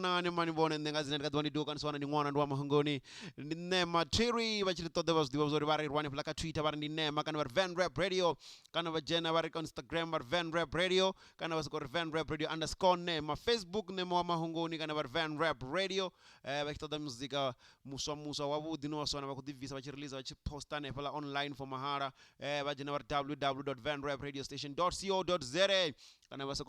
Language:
Venda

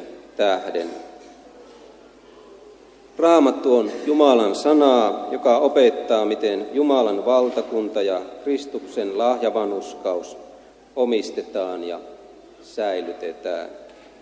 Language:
Finnish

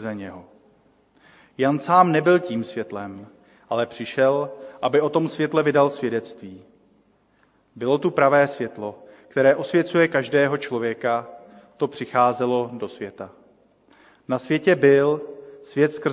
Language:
Czech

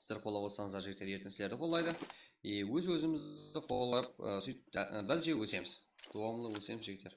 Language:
Kara-Kalpak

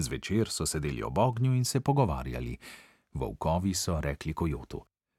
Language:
Slovenian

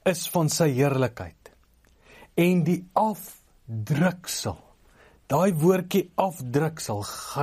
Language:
Afrikaans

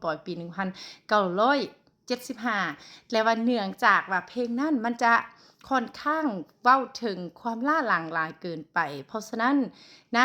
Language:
Lao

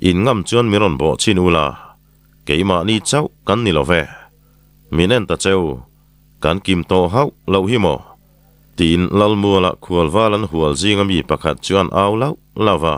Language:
Mizo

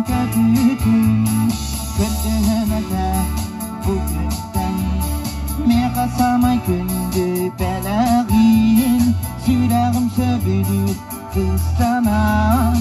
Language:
Yakut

